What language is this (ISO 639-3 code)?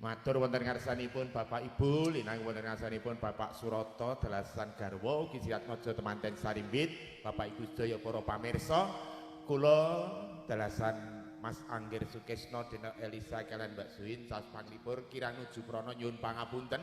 jav